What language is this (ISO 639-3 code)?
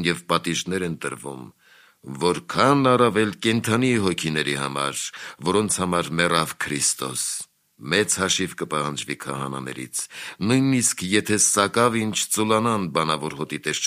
hye